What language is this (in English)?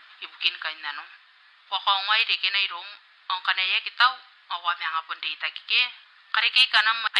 Gilbertese